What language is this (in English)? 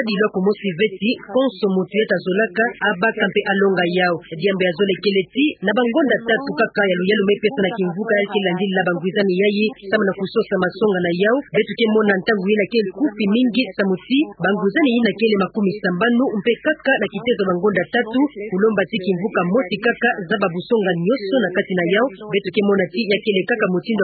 Kituba (Democratic Republic of Congo)